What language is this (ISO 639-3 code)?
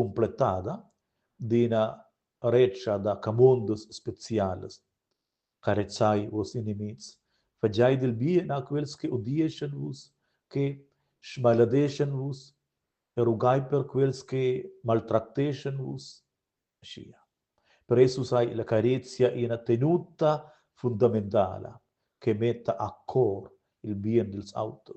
roh